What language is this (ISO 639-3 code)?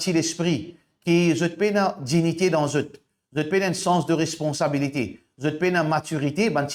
mfe